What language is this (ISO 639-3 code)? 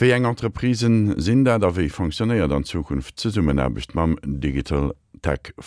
ltz